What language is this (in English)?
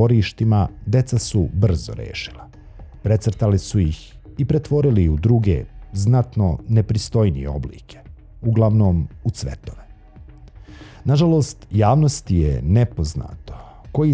Bosnian